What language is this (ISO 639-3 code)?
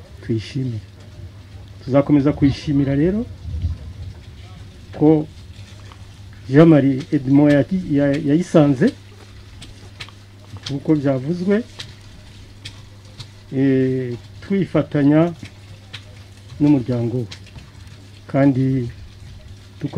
kin